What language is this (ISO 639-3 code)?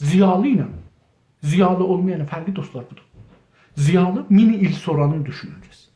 azb